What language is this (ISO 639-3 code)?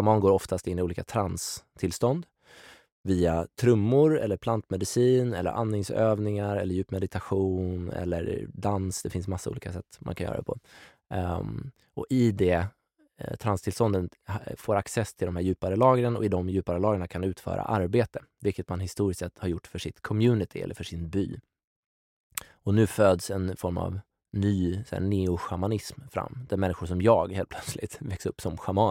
swe